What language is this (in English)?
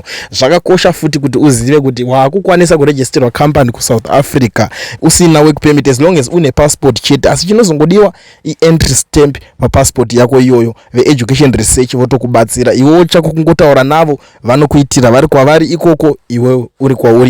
Shona